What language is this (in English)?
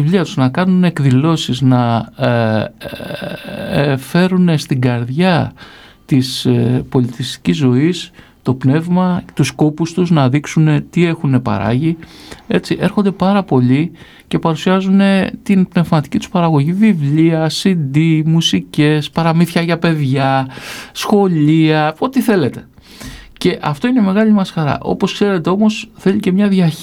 Greek